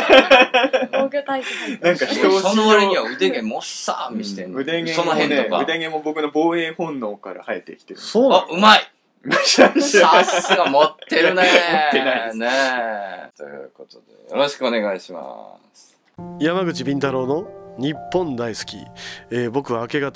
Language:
Japanese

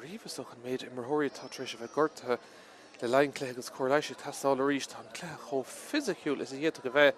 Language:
Irish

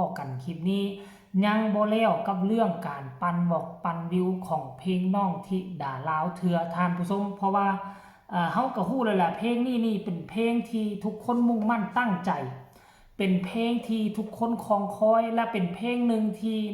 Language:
Northeastern Thai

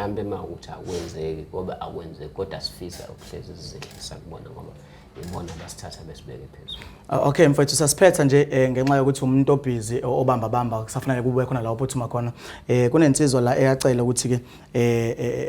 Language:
Zulu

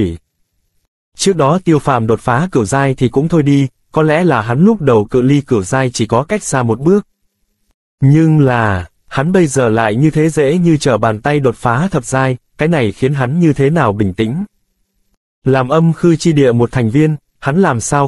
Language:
Vietnamese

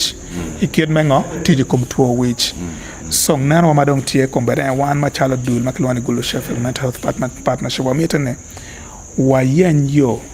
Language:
Acoli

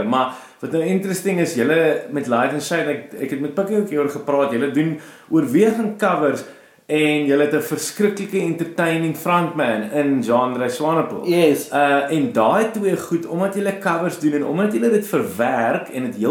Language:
Afrikaans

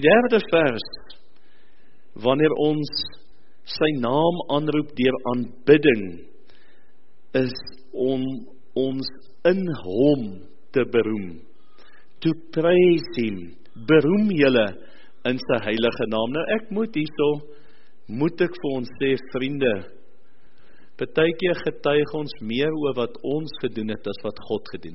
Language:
Afrikaans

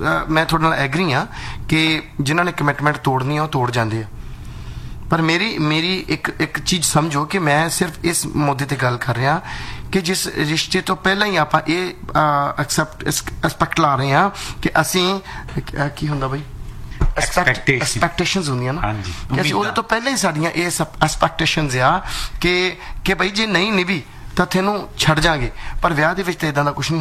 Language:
Punjabi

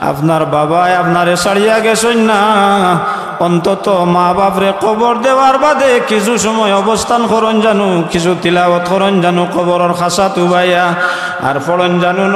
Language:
Sylheti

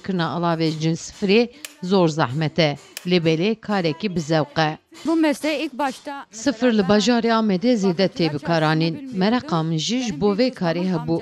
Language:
Kurdish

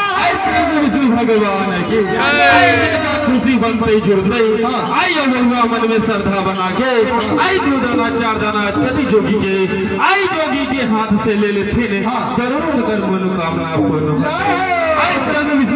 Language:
Bhojpuri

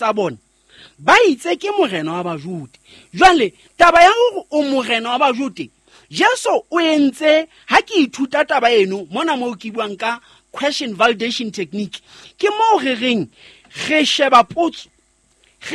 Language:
Southern Sotho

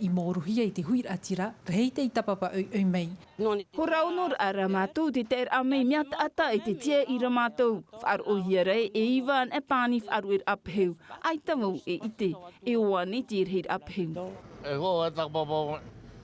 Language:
Tahitian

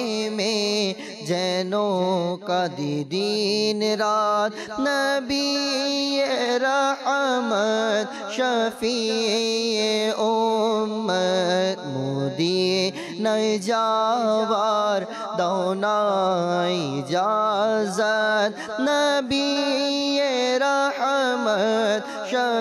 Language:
Bangla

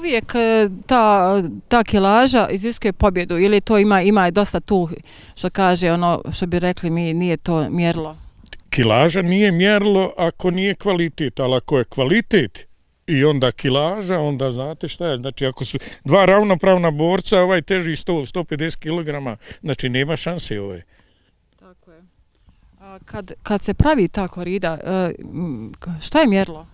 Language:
Bosnian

